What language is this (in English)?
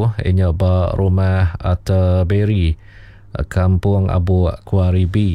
Iban